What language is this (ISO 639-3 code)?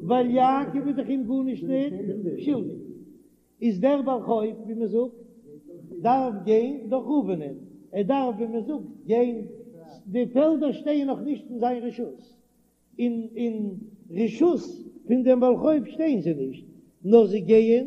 yid